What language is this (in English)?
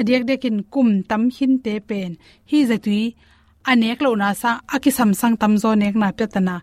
Tedim Chin